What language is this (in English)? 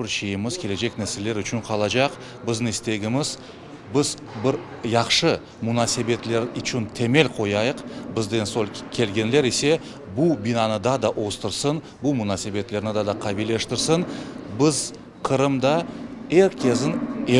Crimean Tatar